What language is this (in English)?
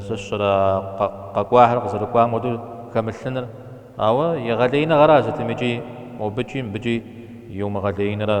Kabardian